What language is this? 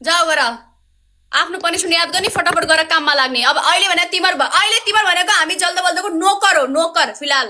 Nepali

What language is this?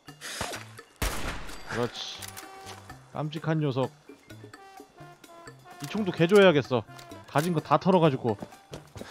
Korean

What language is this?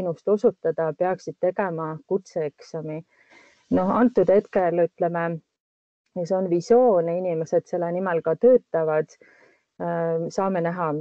Estonian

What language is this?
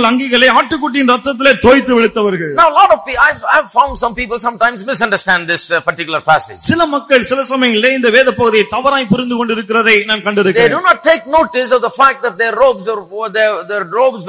Tamil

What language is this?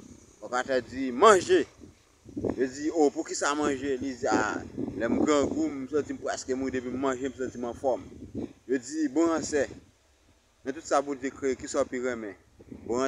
Haitian Creole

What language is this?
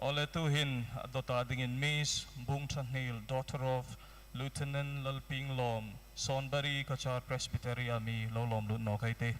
Hmar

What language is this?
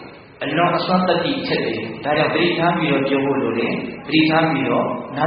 Burmese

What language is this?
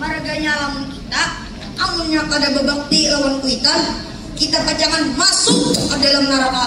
Banjar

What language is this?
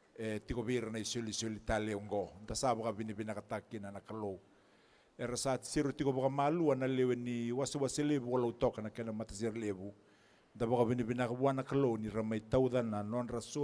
Fijian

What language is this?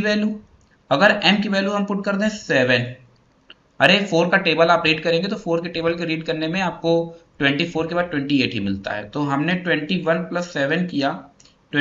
Hindi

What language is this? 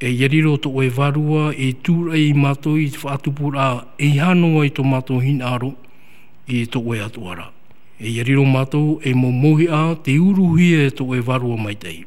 Tahitian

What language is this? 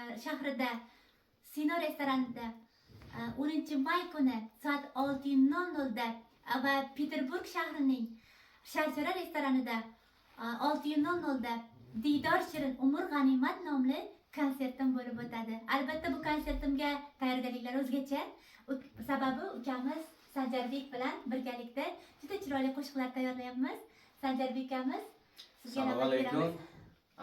Uzbek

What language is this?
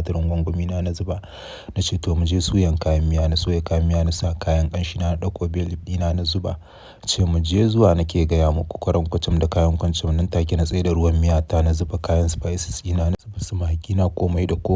Hausa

